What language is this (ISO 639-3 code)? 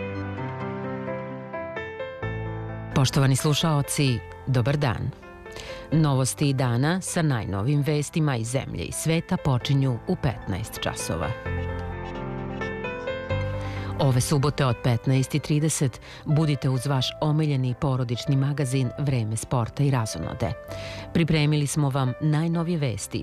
srp